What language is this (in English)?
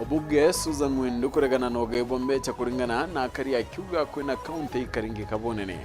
Meru